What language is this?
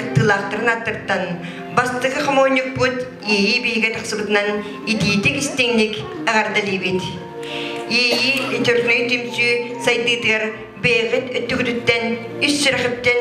Yakut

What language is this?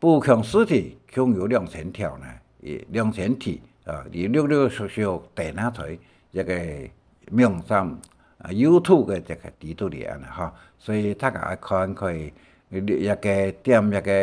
Hakka Chinese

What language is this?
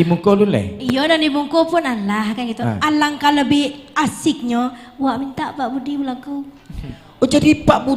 Minangkabau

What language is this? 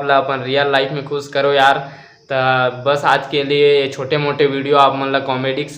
Chhattisgarhi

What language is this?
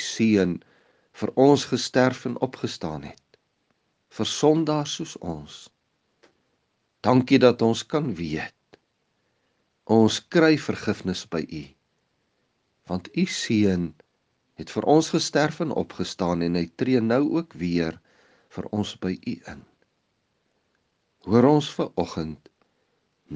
Afrikaans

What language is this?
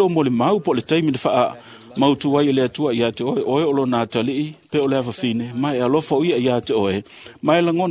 Samoan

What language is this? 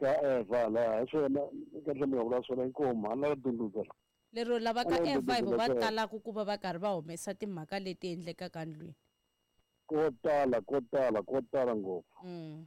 Tsonga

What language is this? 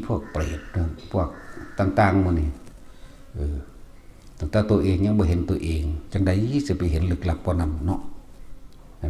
Northeastern Thai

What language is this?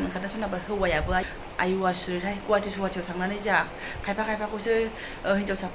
Bodo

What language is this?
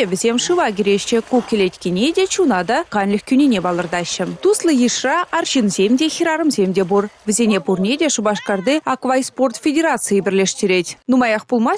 Chuvash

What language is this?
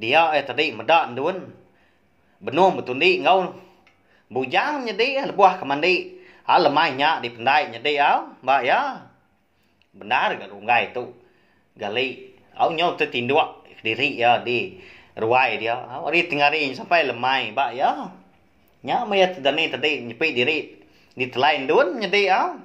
Iban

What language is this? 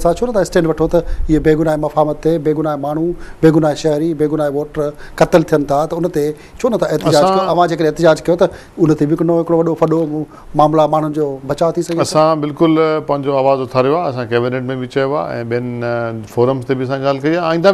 Sindhi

